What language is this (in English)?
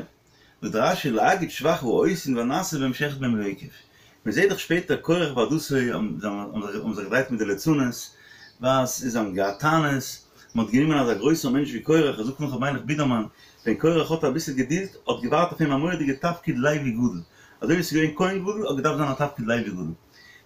Yiddish